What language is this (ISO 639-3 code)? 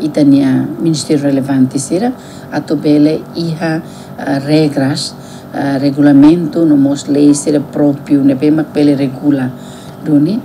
tet